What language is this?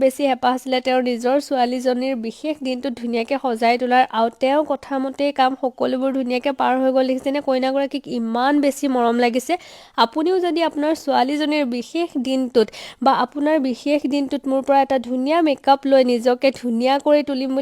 Assamese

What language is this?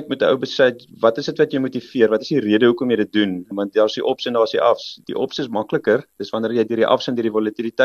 Afrikaans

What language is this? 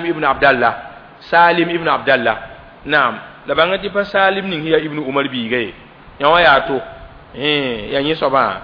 Mossi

